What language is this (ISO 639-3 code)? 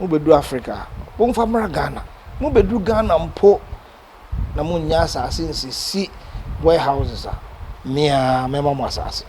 aka